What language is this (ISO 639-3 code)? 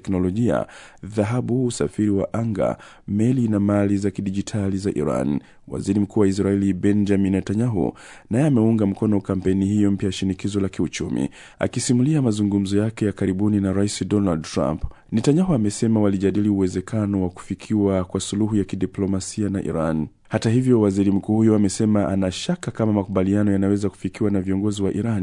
swa